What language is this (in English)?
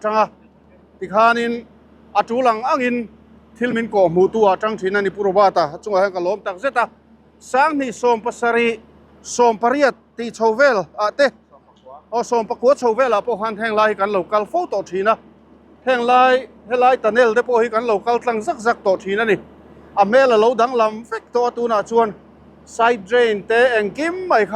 Mizo